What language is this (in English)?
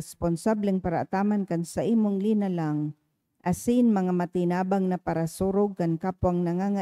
Bikol